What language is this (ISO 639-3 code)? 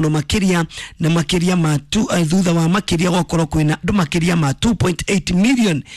kik